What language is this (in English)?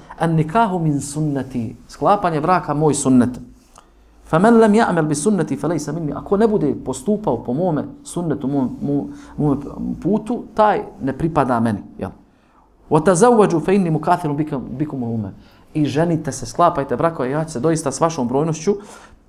Bosnian